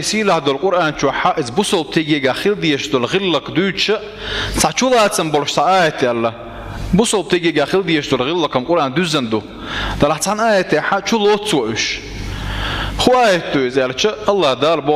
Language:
Chechen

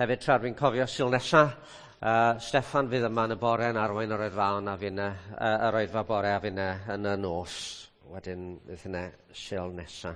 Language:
Welsh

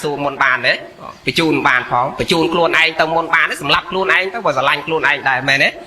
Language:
Khmer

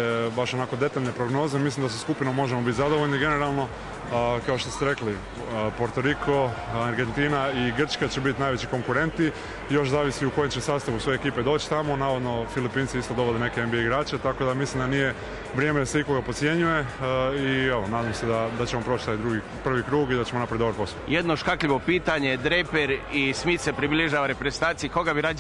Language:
Croatian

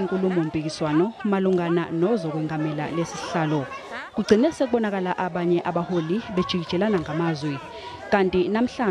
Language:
Zulu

